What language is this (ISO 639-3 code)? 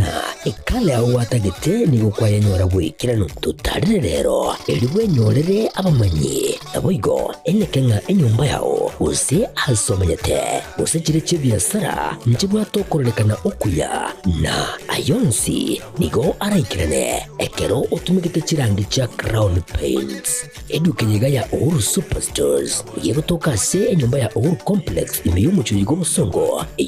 guz